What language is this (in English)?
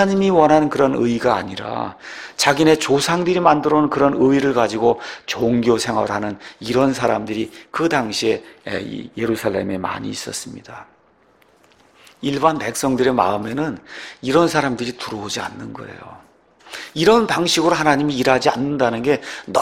Korean